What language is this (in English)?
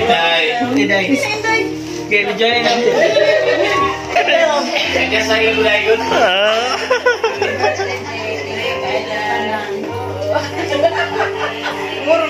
Filipino